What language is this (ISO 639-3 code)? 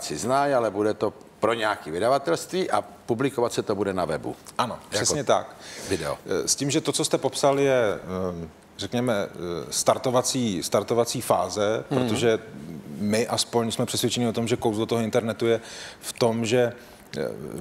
ces